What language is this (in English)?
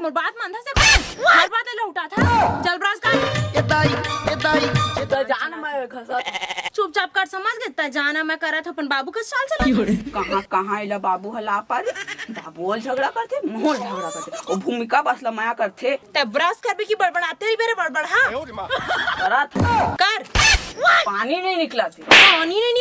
Chhattisgarhi